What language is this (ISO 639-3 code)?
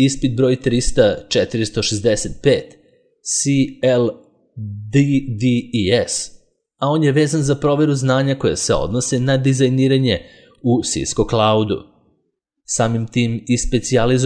srp